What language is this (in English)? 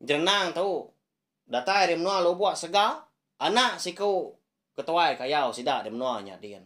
Iban